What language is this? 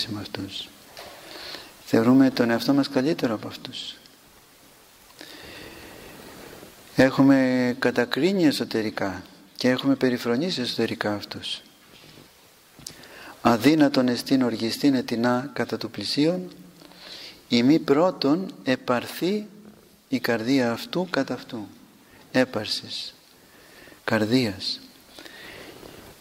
Greek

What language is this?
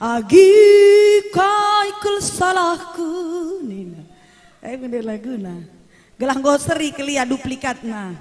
Batak Karo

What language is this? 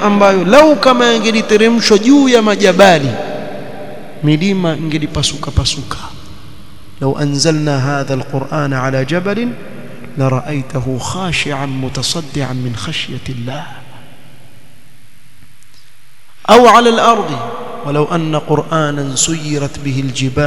Swahili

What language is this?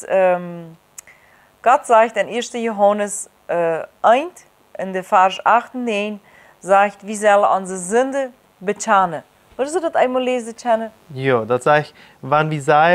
Plautdietsch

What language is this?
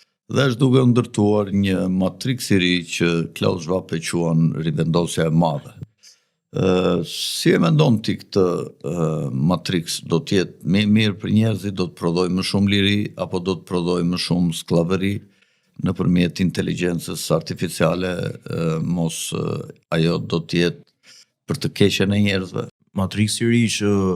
Albanian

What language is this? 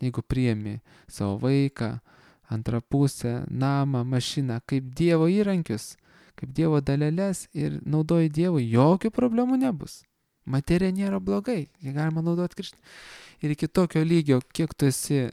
Lithuanian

